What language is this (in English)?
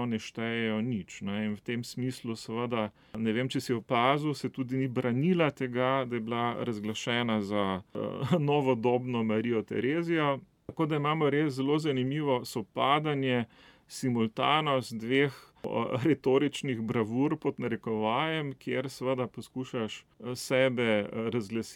Slovenian